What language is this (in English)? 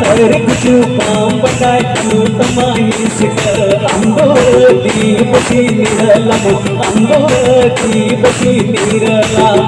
Santali